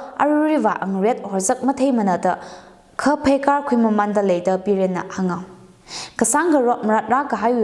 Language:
Tangkhul Naga (India)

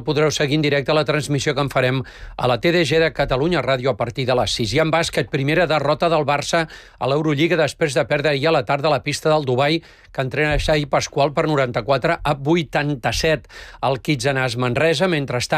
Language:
Catalan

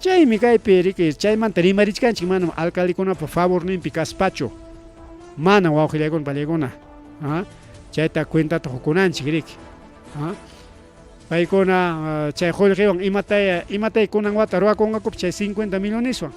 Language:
Ayacucho Quechua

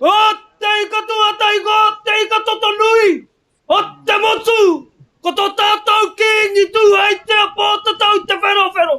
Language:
Māori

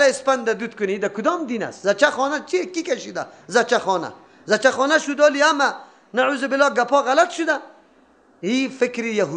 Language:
Persian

